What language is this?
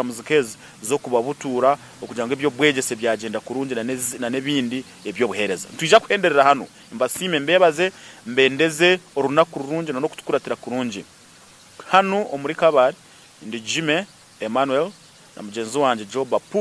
Nyankole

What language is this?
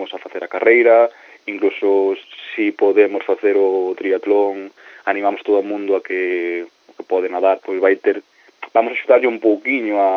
Galician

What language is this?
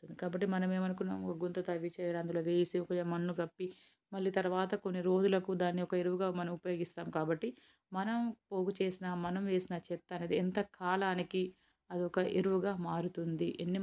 Telugu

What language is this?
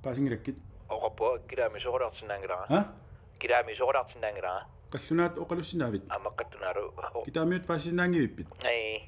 Kalaallisut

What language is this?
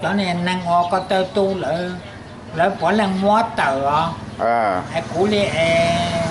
Hmong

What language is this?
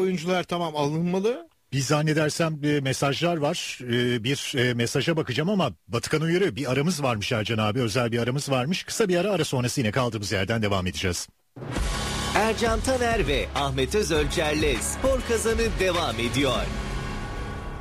Turkish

